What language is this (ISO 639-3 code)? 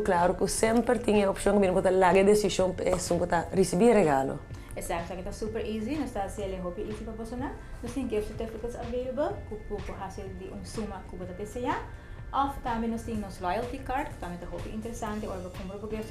pap